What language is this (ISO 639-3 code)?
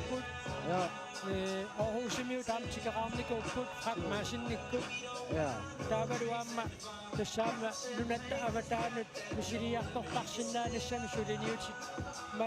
kal